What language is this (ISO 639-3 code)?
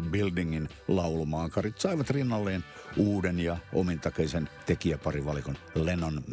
fin